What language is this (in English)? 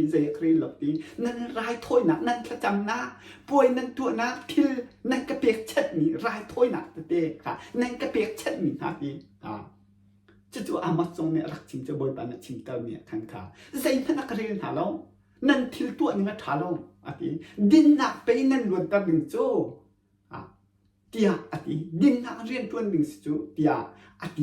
Hakha Chin